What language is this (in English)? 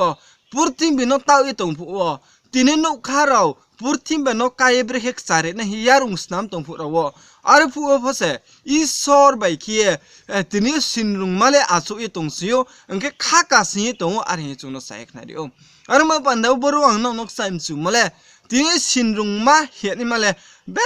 Riang (India)